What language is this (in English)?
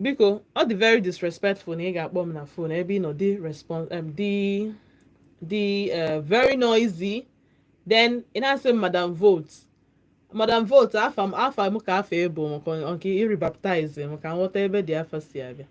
Igbo